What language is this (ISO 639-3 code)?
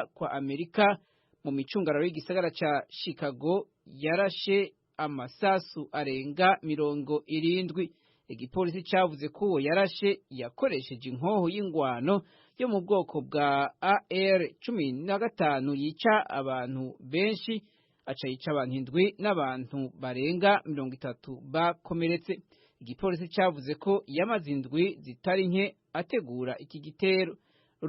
run